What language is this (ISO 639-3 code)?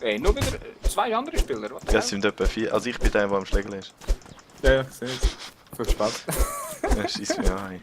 gsw